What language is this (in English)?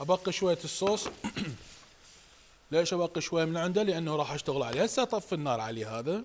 Mesopotamian Arabic